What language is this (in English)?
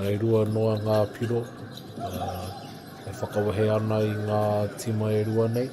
Māori